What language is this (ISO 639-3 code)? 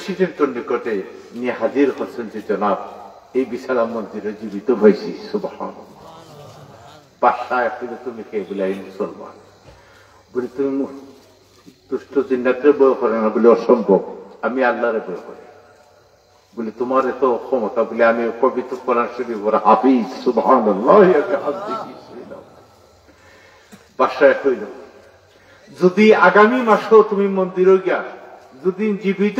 ben